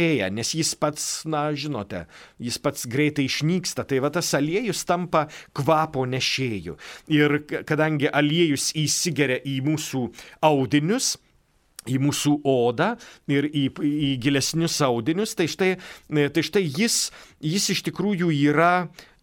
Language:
Lithuanian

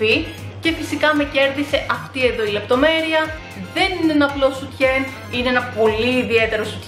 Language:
Greek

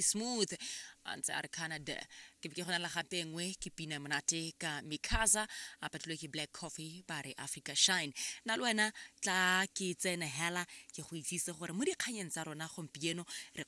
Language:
Tswana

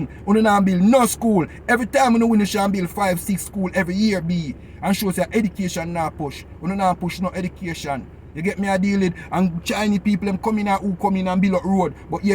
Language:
Jamaican Creole English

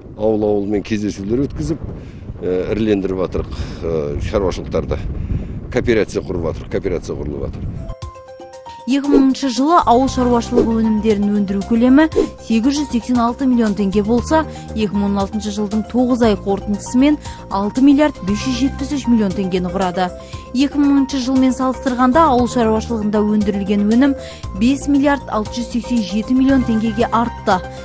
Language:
Kazakh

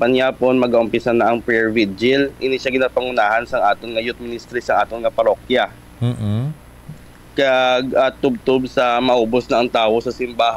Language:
Hiligaynon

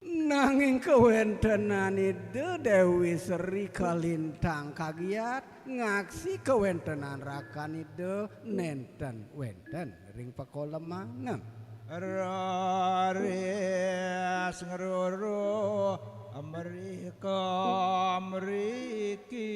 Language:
Balinese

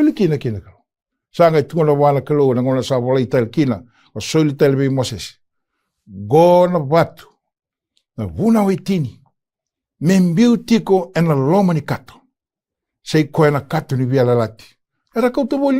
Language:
Fijian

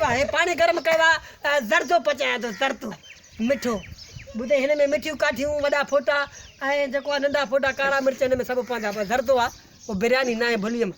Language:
Sindhi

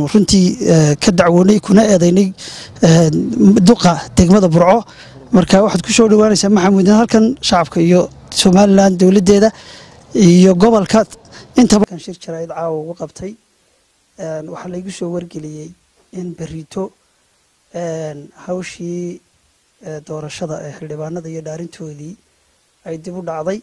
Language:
Somali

